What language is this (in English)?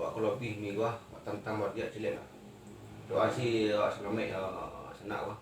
Minangkabau